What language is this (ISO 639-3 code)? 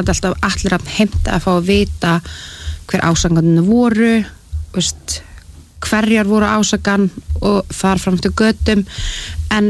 isl